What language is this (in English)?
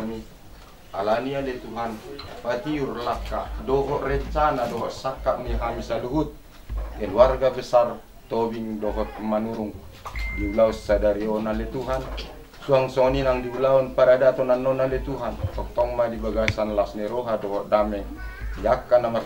Batak Toba